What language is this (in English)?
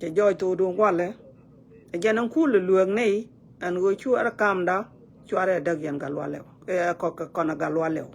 Nuer